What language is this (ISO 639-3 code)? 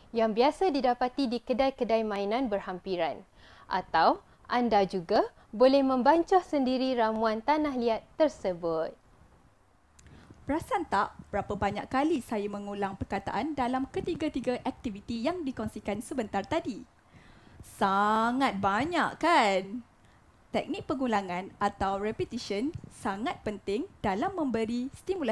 msa